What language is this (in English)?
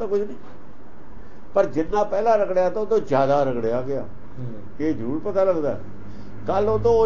Punjabi